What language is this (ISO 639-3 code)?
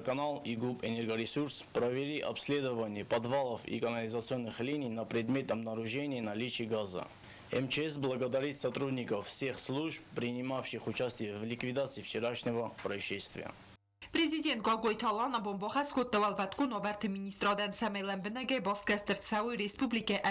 oss